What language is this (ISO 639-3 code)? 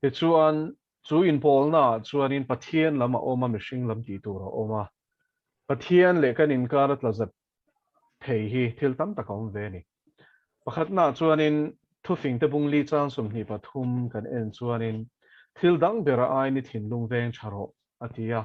lus